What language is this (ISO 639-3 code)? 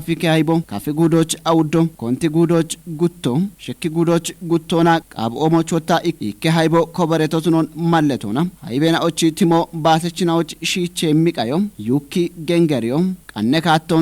kbr